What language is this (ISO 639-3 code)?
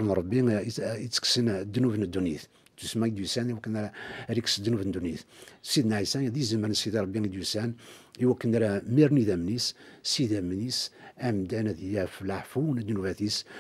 kab